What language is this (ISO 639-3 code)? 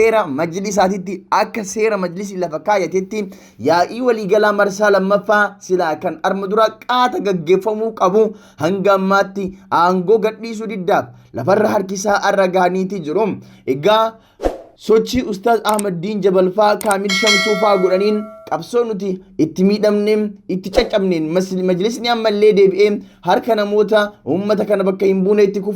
orm